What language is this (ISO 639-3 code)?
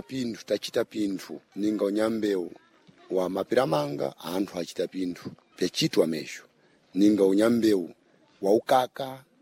seh